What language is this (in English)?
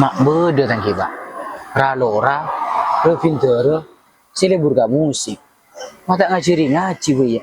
Madurese